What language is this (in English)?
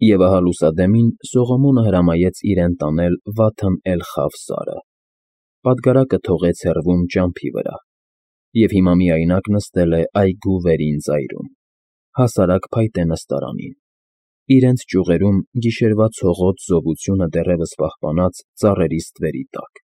Armenian